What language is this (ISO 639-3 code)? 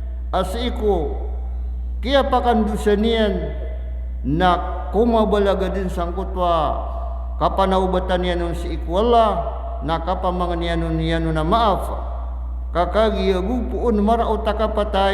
mrw